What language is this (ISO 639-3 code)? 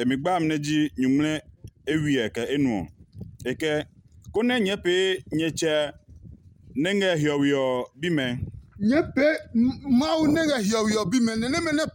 ada